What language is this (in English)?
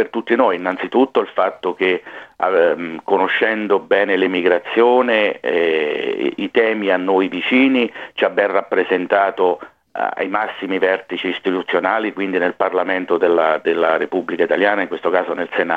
Italian